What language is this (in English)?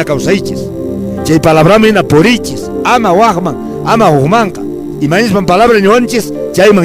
Quechua